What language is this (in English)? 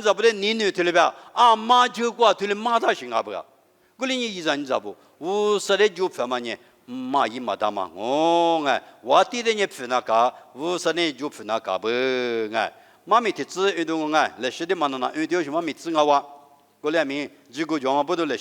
Lisu